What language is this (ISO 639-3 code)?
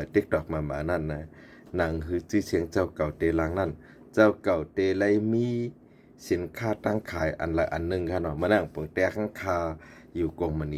shn